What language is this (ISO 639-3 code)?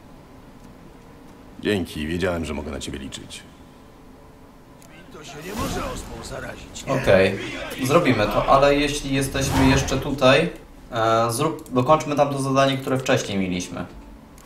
pol